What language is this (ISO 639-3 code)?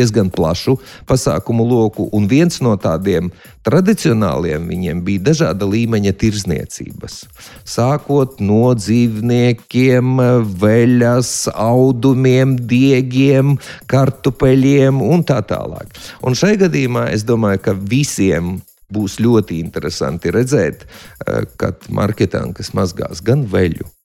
lav